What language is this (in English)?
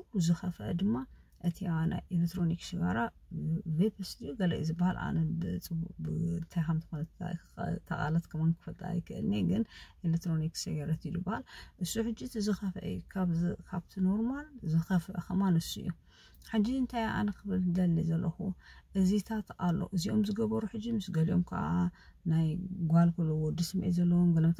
Tigrinya